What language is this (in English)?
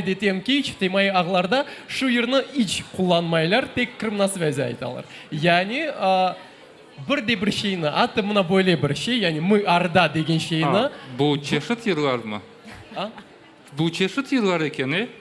Crimean Tatar